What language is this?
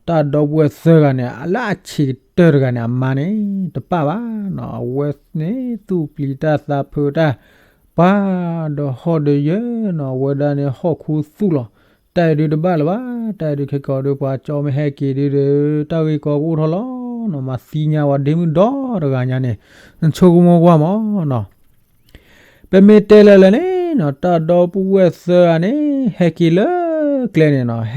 S'gaw Karen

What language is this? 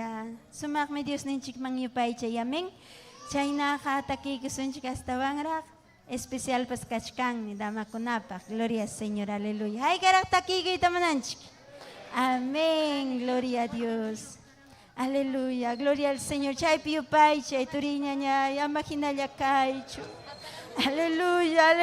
Ayacucho Quechua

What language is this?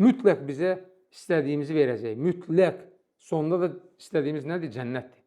Azerbaijani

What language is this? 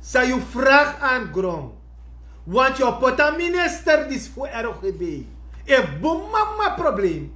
Sranan Tongo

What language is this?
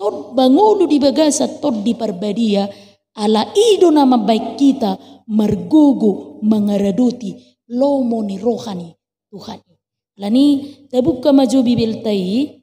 Batak Toba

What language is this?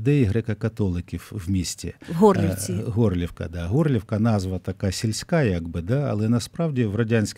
Ukrainian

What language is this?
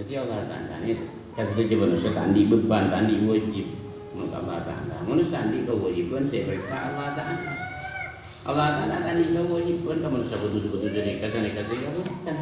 Madurese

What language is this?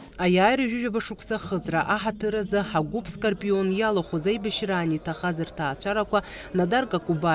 Abkhazian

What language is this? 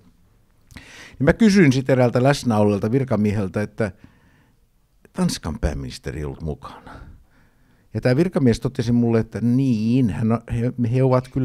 Finnish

